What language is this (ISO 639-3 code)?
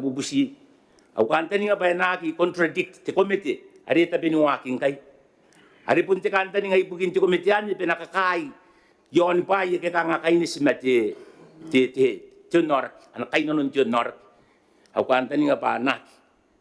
gil